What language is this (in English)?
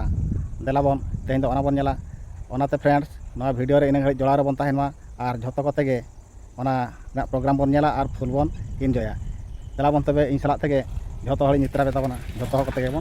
Santali